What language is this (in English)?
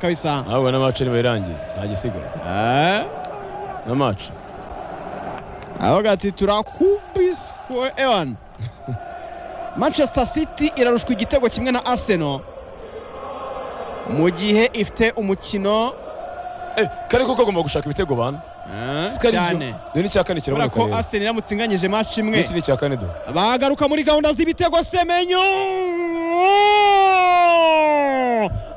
Kinyarwanda